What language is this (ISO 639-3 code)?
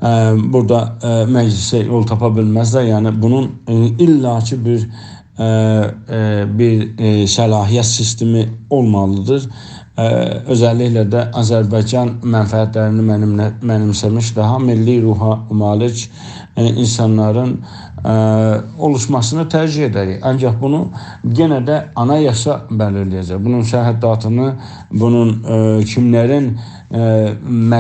azb